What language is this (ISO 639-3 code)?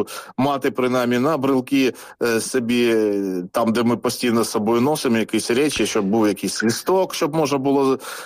ukr